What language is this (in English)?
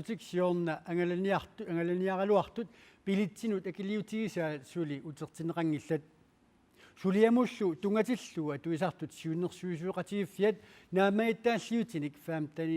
Kalaallisut